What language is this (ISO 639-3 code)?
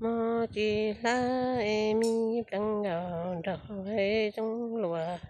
hmn